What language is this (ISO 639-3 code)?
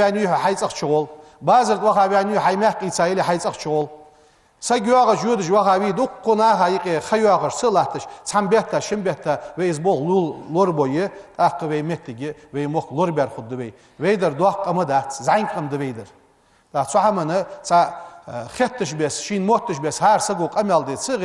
inh